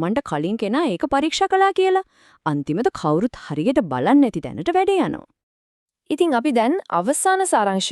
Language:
Sinhala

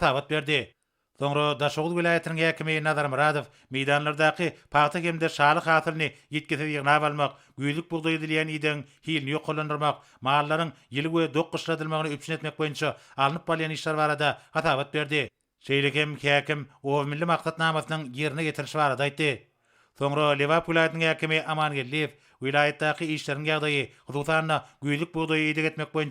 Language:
Turkmen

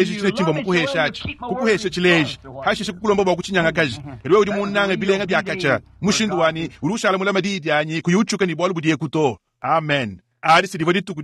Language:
Luba-Lulua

